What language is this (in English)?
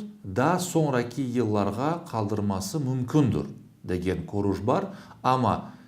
Crimean Tatar